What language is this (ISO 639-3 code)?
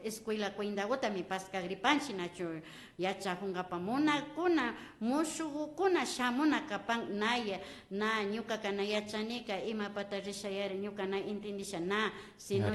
qvi